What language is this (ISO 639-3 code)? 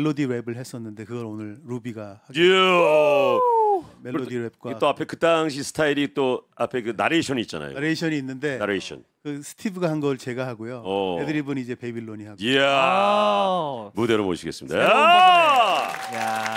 kor